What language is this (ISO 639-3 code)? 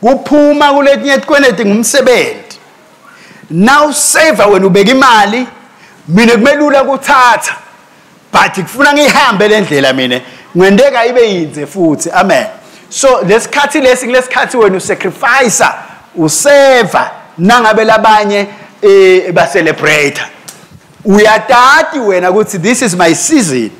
ssw